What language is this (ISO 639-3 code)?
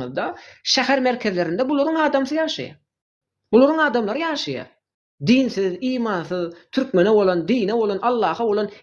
tuk